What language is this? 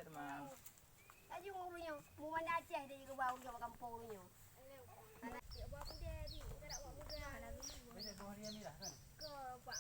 Achinese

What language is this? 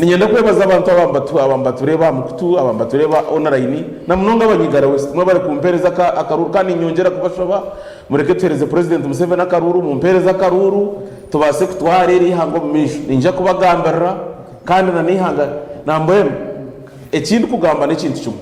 Nyankole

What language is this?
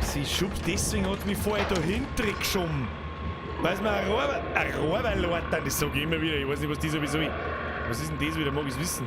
Bavarian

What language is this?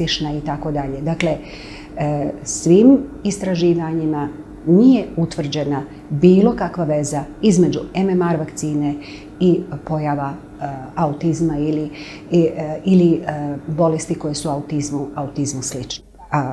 Bosnian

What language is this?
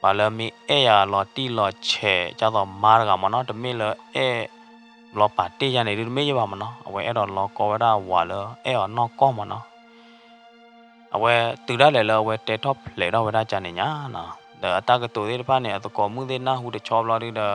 S'gaw Karen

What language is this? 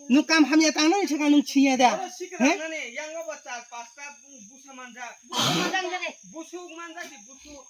Kok Borok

